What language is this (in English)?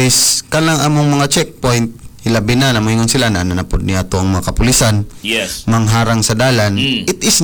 Cebuano